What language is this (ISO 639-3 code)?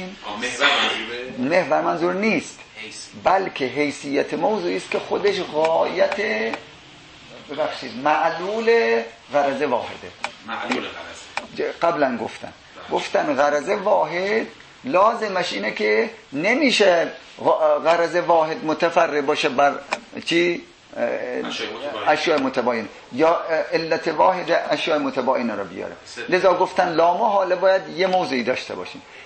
fas